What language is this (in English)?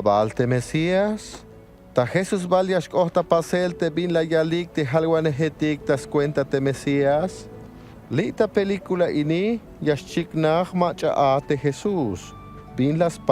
Tzeltal